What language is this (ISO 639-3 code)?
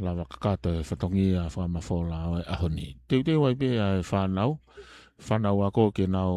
ton